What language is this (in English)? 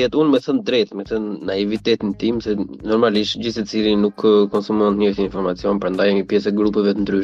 Albanian